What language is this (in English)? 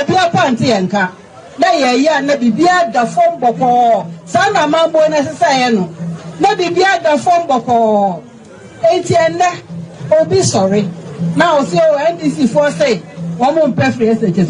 Akan